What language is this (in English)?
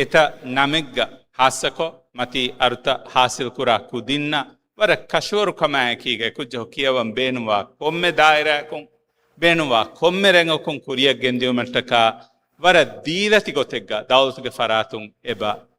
Divehi